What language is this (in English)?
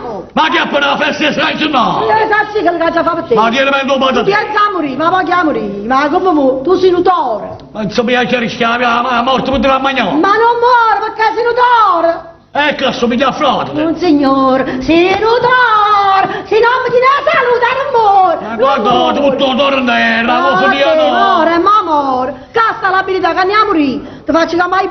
Neapolitan